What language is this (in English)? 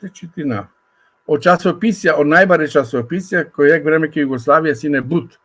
Balkan Romani